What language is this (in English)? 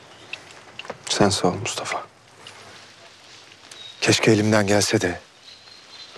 Turkish